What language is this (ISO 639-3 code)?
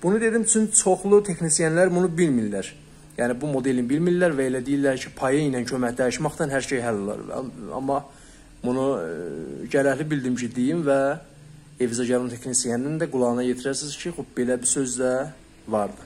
azb